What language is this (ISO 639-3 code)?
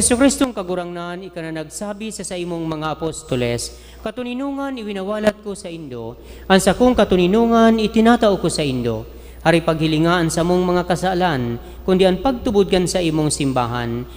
bik